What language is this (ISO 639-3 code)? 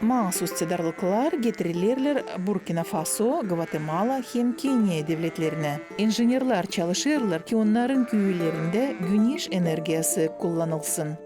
gag